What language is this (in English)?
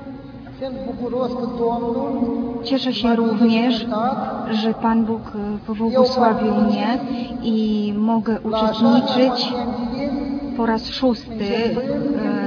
Polish